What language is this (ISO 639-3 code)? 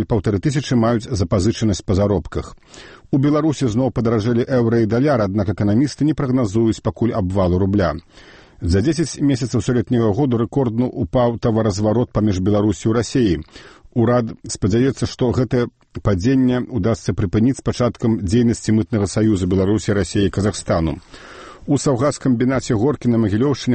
bel